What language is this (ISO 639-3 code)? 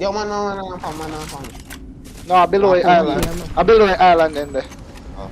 jam